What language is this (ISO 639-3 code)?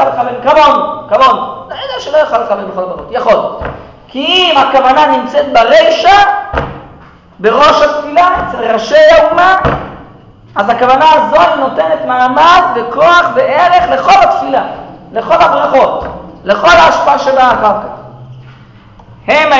heb